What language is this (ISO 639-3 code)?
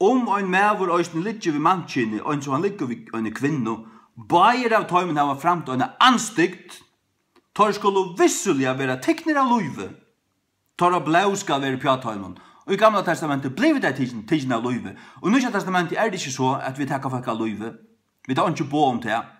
fao